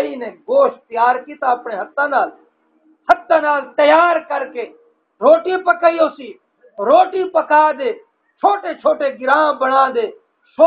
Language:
Saraiki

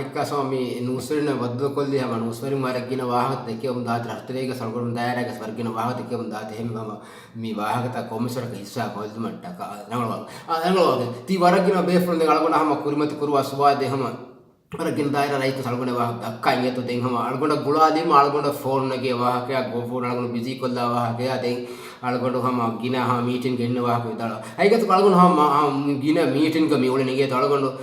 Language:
Divehi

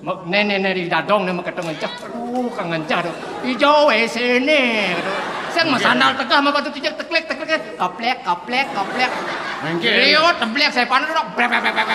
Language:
Balinese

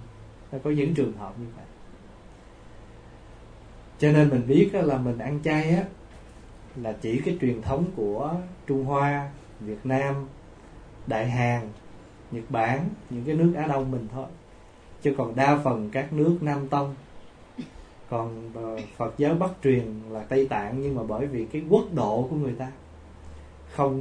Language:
Vietnamese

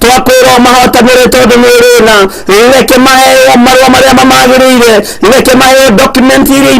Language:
Kikuyu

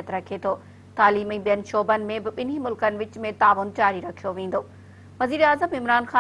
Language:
Sindhi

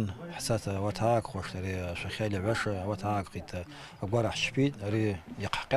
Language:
Abkhazian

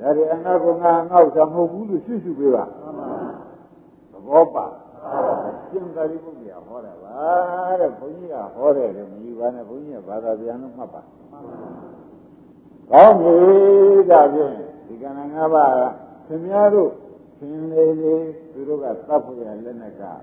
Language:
Burmese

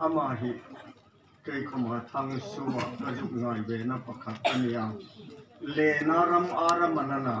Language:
Hmar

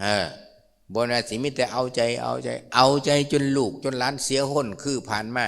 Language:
Lao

